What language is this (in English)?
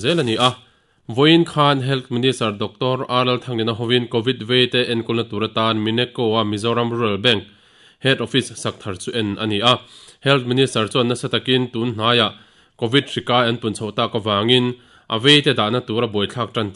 Mizo